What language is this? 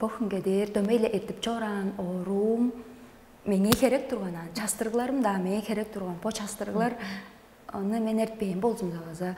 Tuvinian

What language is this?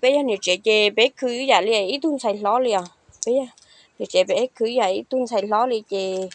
Hmong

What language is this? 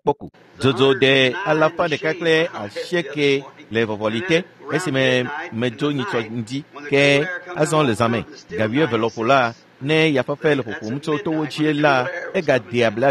Ewe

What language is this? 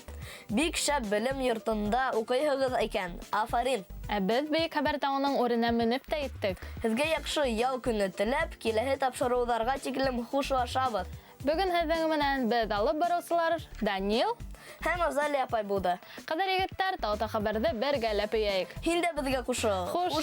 Bashkir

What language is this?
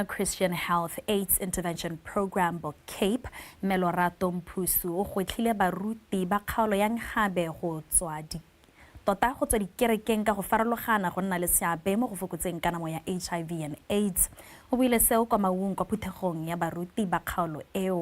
Tswana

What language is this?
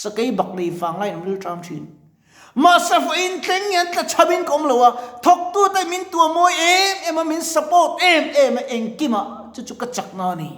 Mizo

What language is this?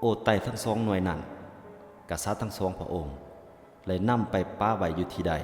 Lao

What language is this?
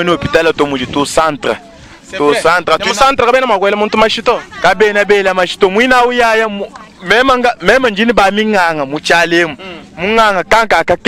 Luba-Lulua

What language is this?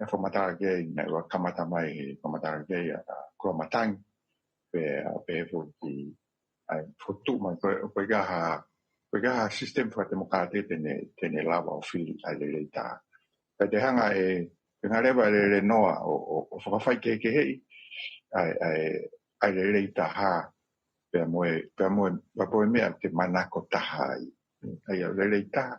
Tongan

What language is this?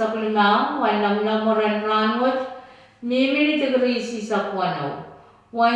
Pohnpeian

